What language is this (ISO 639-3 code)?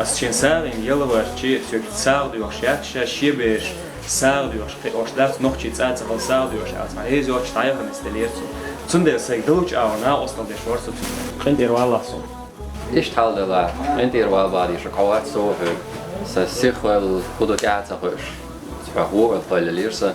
che